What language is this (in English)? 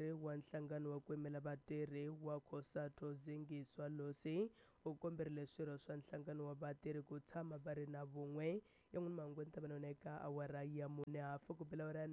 Tsonga